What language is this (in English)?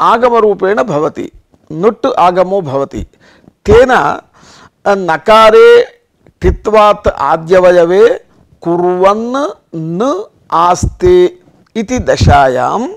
Sanskrit